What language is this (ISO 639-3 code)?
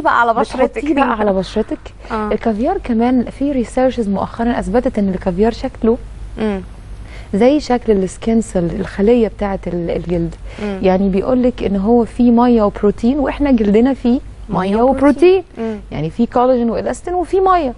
arz